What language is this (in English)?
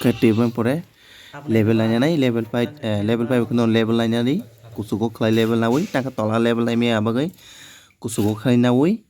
Kok Borok